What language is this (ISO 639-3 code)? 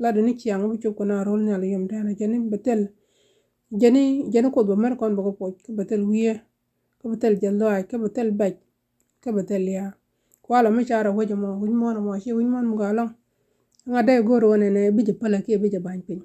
nus